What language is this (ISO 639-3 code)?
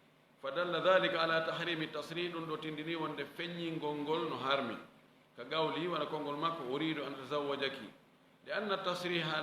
ful